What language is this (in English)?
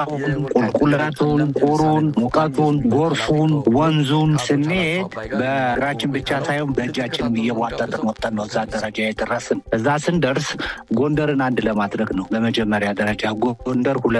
Amharic